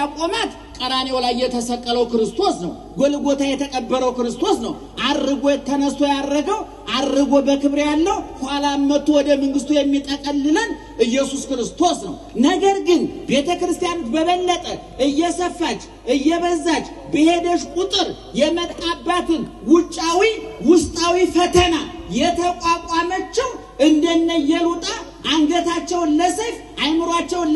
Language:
Amharic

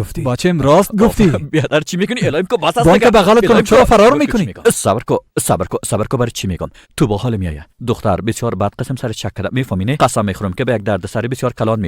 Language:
Persian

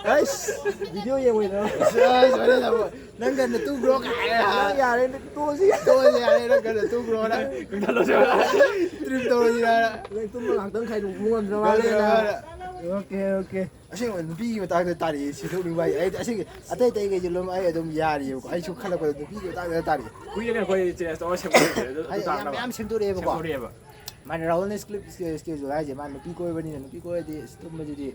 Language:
Manipuri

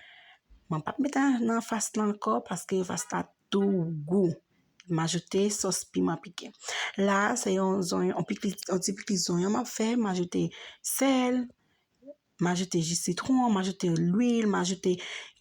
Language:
Haitian Creole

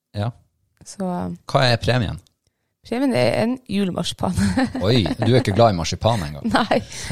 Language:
Norwegian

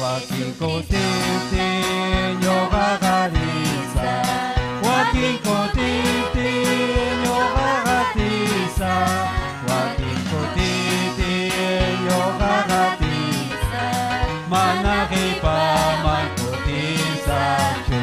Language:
Ayacucho Quechua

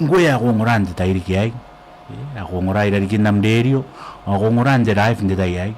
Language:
Gilbertese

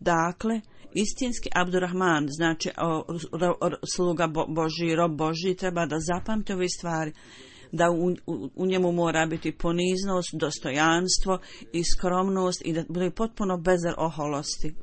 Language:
Bosnian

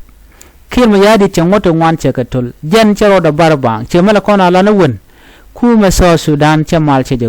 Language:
Nuer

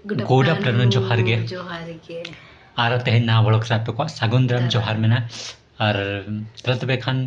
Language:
Santali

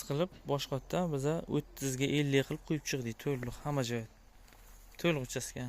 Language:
Uzbek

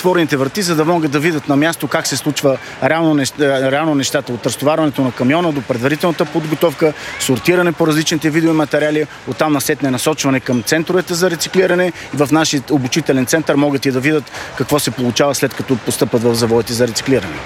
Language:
Bulgarian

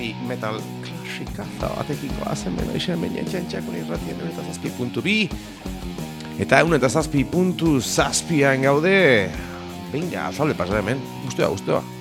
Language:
Basque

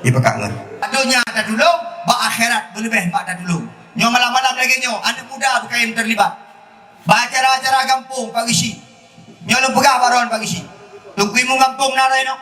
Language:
Achinese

